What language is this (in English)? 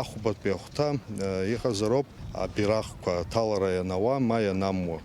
Abkhazian